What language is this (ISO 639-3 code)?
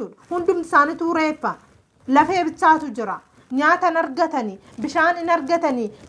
orm